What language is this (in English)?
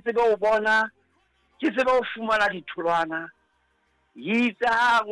Southern Sotho